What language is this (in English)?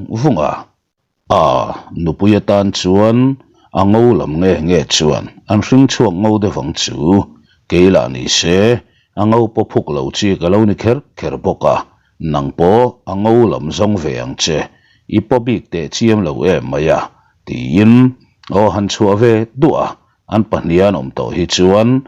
Mizo